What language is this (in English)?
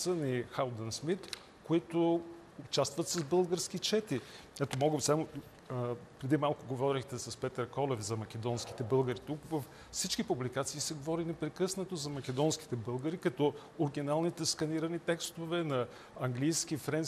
Bulgarian